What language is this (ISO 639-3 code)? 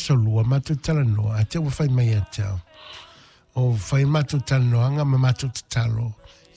smo